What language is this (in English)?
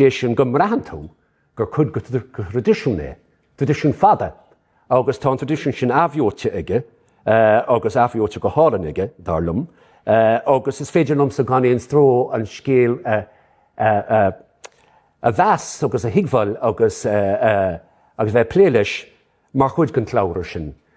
Irish